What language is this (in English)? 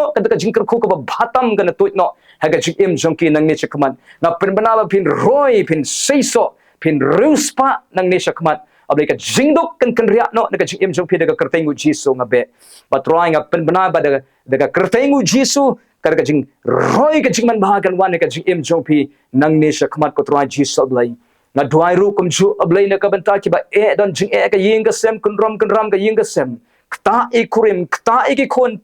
Khasi